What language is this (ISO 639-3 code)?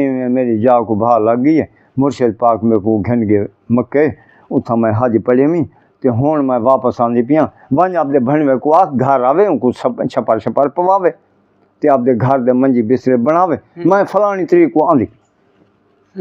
skr